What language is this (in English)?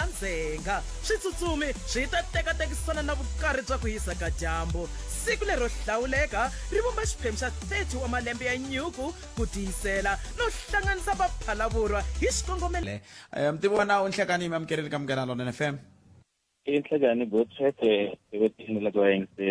Tsonga